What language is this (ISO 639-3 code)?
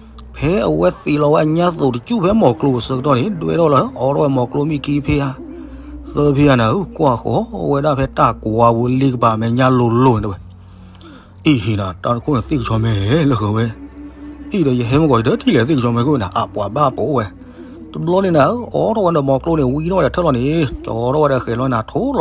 ksw